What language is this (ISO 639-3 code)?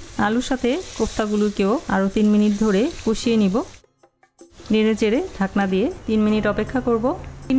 ben